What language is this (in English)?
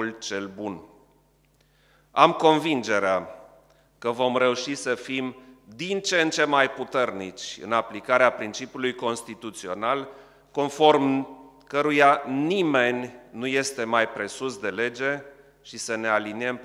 Romanian